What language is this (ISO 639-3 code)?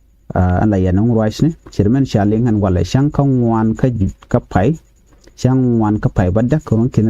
nus